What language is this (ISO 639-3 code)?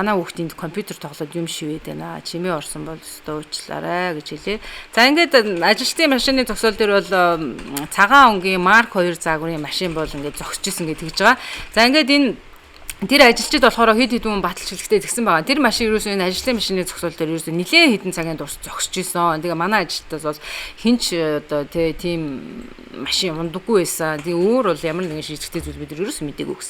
mon